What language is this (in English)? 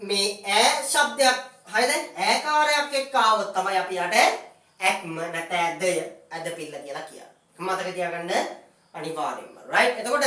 Sinhala